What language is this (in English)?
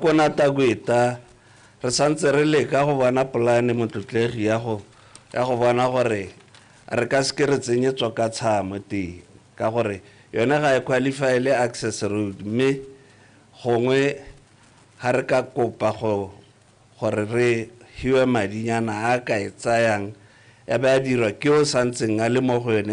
Tswana